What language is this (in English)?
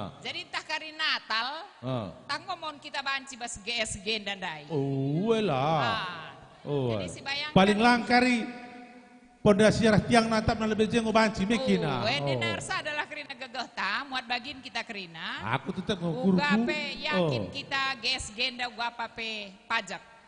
Batak Karo